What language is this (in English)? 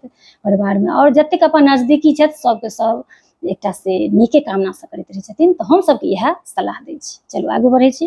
Maithili